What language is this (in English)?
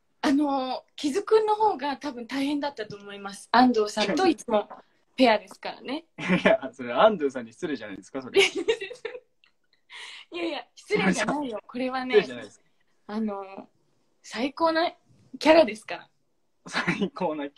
Japanese